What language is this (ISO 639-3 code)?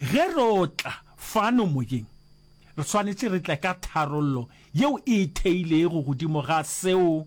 nso